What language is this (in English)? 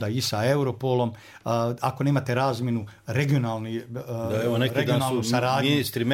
Bosnian